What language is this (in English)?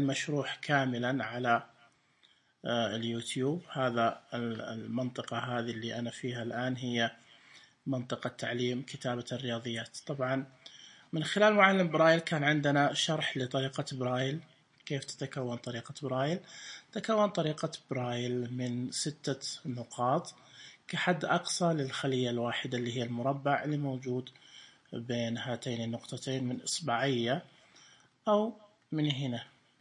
Najdi Arabic